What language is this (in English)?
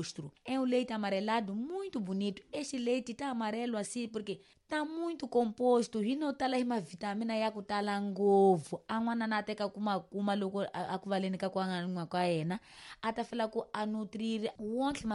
Tsonga